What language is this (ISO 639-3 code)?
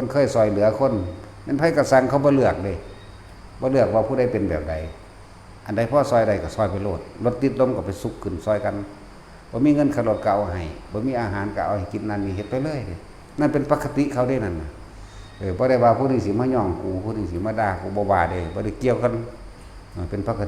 lao